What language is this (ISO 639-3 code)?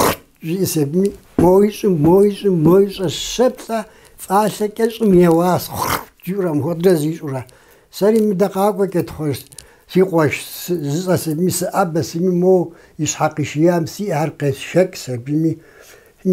kbd